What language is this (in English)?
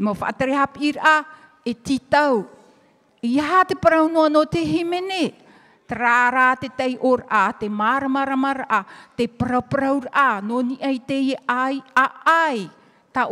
Tahitian